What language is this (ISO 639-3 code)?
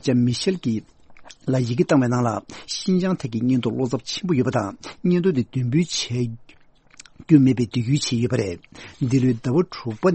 bod